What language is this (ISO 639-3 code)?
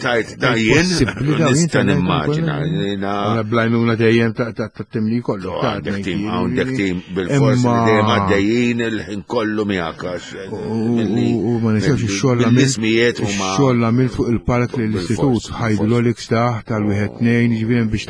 mlt